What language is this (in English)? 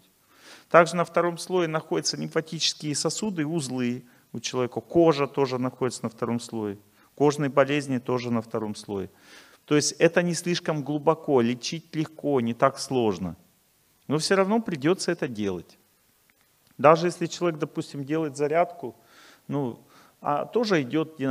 Russian